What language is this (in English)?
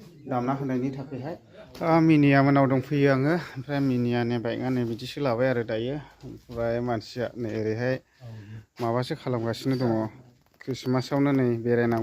Bodo